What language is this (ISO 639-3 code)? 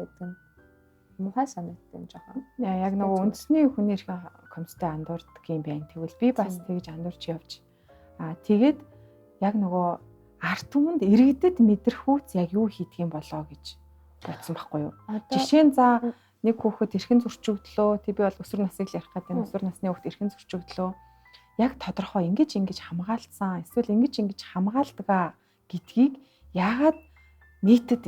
mon